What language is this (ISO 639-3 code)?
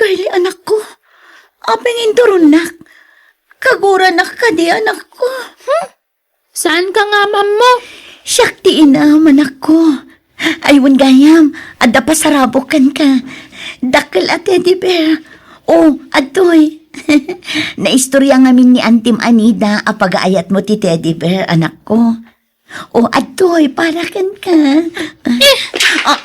ilo